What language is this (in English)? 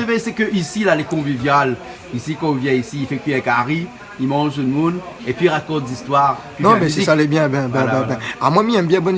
Réunion Creole French